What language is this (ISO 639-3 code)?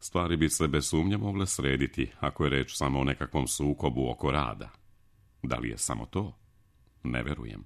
srp